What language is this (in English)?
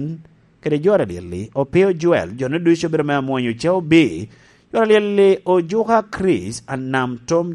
Lango (Uganda)